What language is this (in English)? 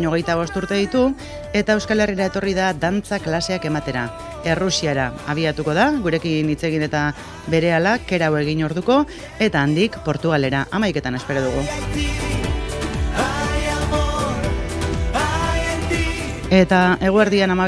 Basque